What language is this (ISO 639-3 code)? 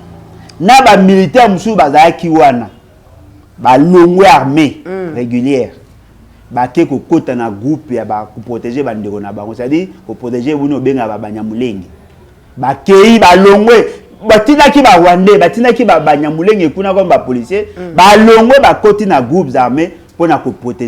lin